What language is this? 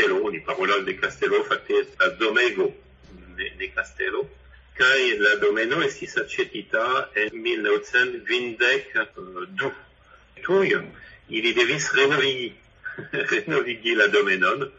Esperanto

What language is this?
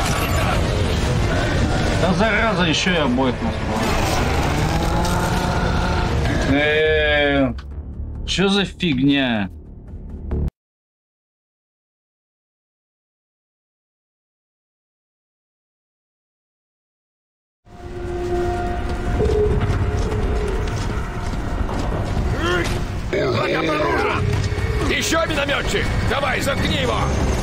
Russian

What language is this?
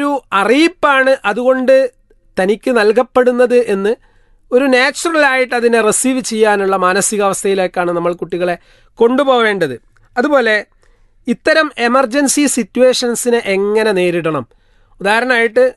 Malayalam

